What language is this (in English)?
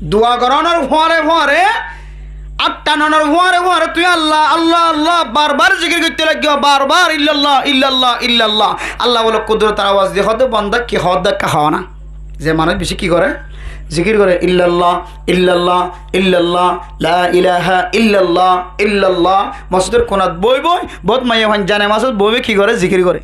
Rohingya